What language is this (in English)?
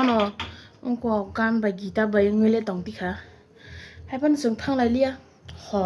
Kok Borok